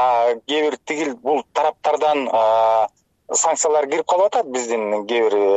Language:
Kyrgyz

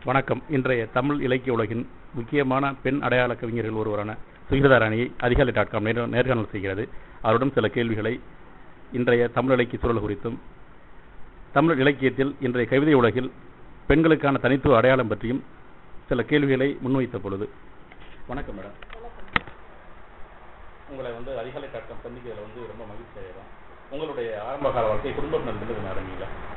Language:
Tamil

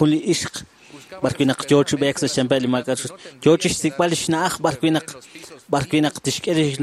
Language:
Kekchí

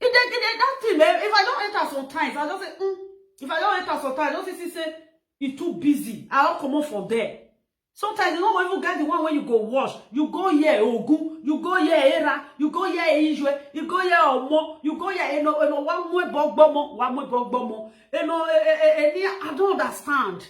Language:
Nigerian Pidgin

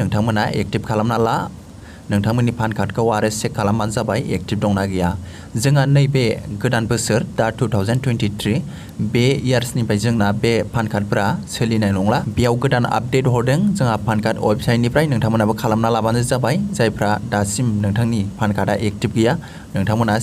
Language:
Bodo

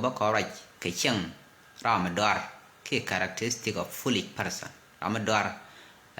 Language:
Nuer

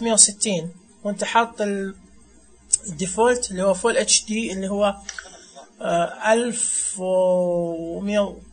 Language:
Najdi Arabic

